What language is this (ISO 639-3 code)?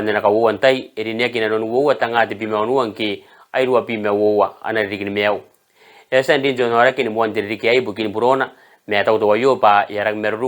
gil